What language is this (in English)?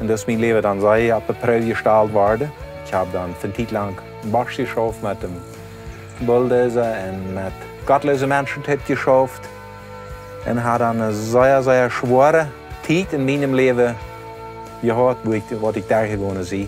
Plautdietsch